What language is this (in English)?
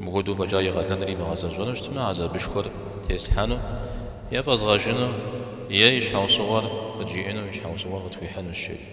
Kabardian